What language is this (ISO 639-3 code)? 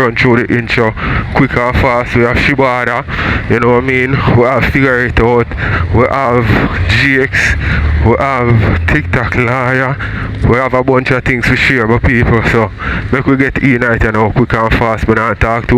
jam